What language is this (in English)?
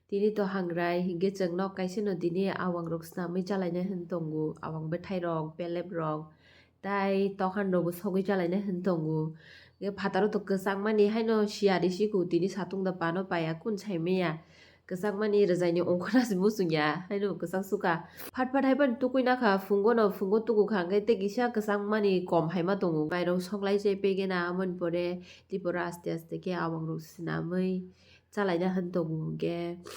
Kok Borok